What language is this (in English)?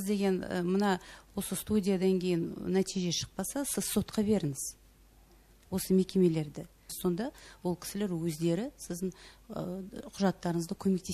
Kazakh